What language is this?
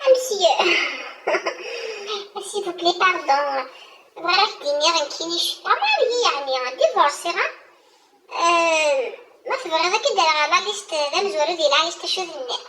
Kabyle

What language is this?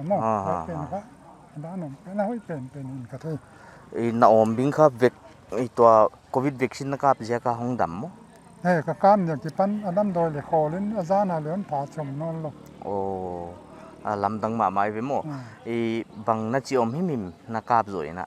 Paite Chin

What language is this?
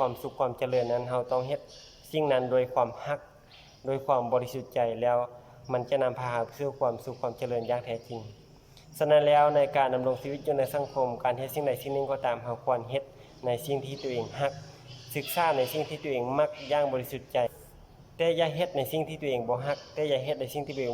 Lao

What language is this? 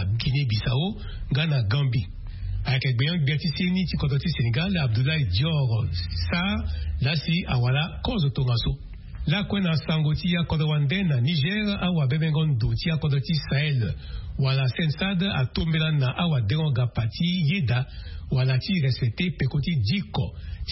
Sango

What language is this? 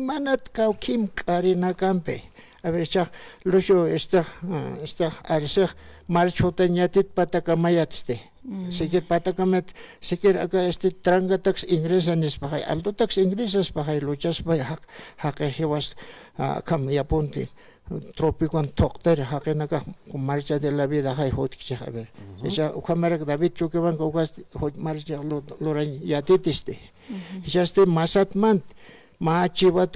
Aymara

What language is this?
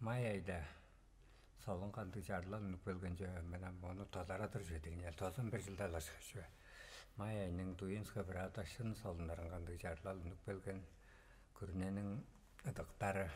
Tuvinian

